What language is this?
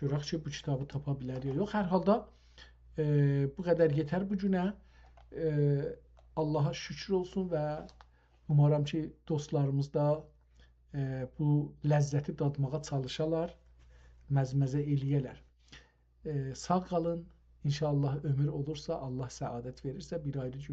South Azerbaijani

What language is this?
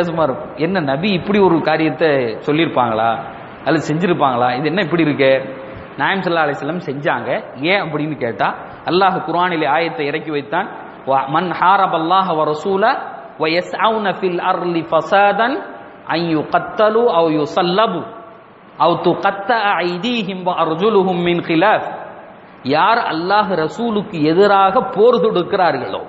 Tamil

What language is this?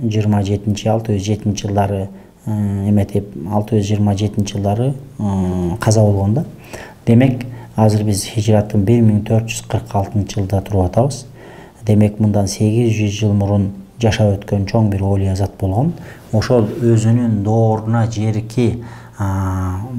Kyrgyz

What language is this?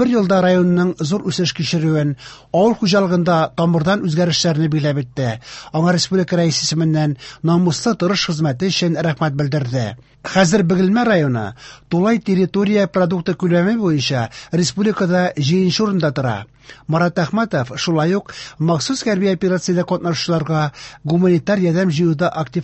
Tatar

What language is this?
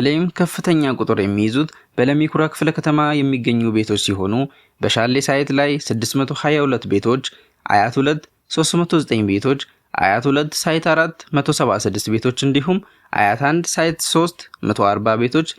Amharic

